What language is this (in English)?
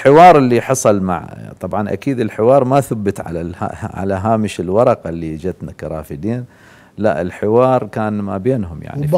Mesopotamian Arabic